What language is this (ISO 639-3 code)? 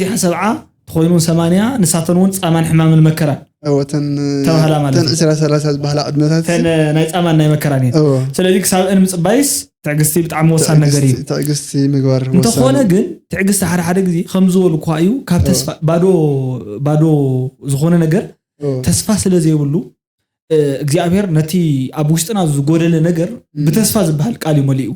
tir